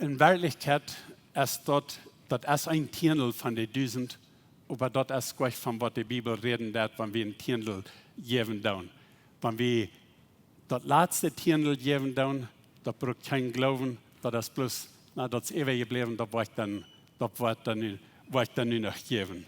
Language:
Plautdietsch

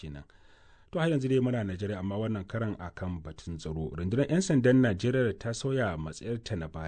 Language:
Hausa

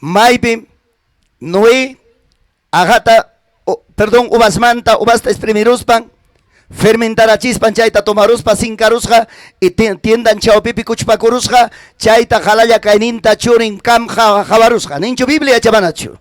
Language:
Ayacucho Quechua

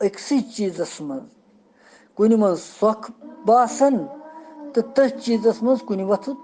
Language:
Kashmiri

